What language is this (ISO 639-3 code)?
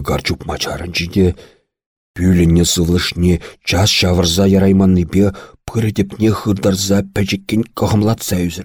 chv